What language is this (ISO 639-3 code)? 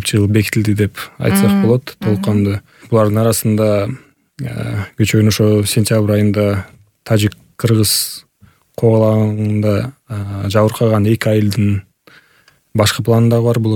kir